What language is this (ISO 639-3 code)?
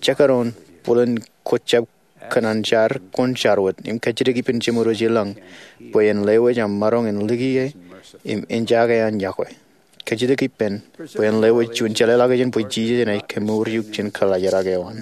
mah